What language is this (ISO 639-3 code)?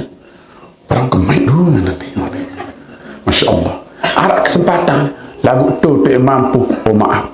sas